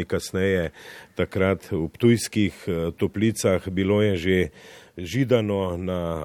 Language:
Slovenian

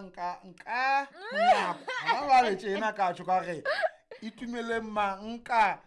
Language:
Southern Sotho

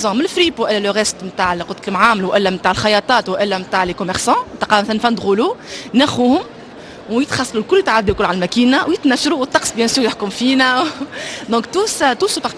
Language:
Tunisian Arabic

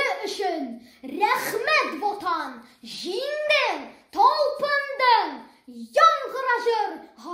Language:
Tatar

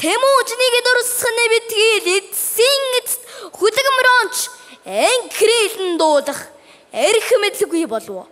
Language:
Mongolian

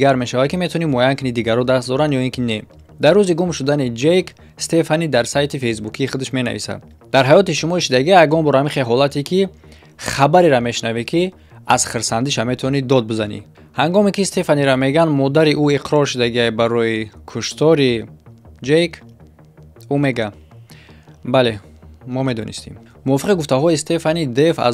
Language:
Tajik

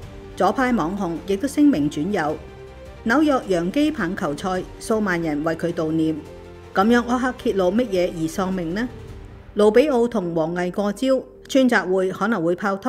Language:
Cantonese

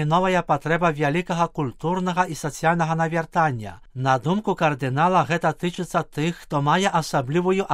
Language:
Belarusian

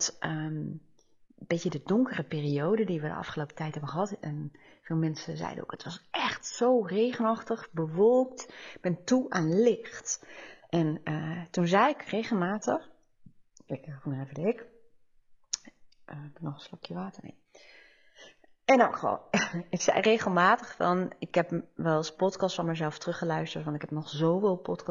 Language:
Dutch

